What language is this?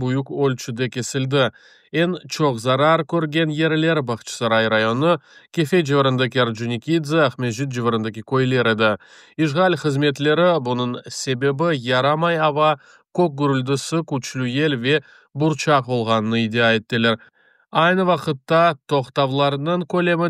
Crimean Tatar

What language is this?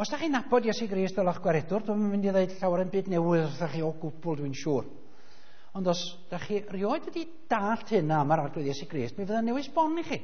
Welsh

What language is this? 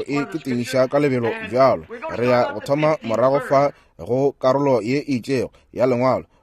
Northern Sotho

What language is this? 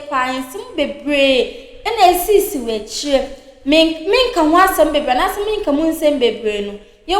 Akan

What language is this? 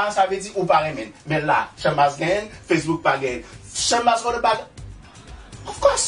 Haitian Creole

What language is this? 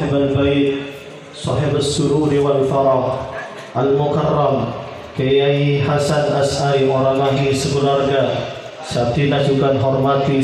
Madurese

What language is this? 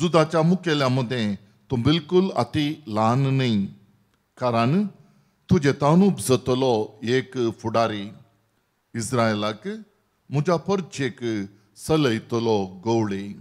Konkani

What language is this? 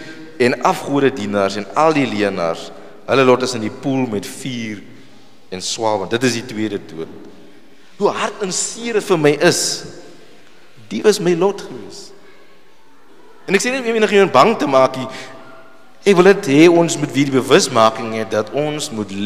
Afrikaans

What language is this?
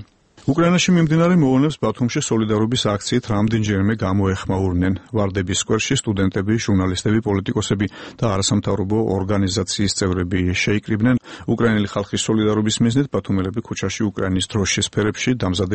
Georgian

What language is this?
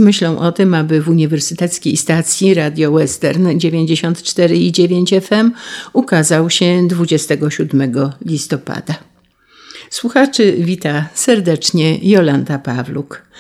Polish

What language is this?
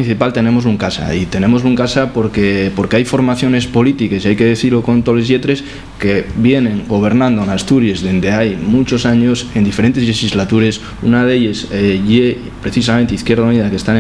Asturian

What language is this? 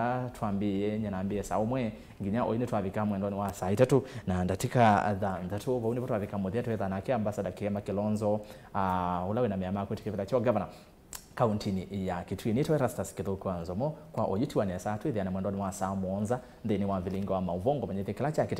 Kamba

